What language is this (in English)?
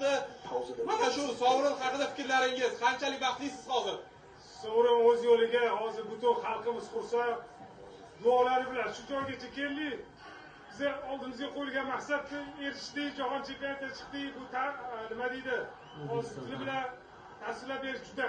Uzbek